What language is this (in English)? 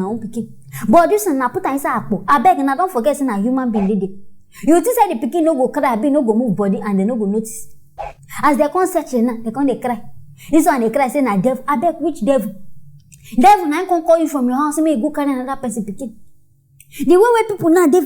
Nigerian Pidgin